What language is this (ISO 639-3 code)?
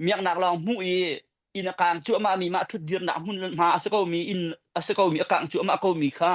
cnh